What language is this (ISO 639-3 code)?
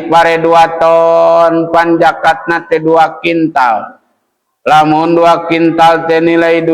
sun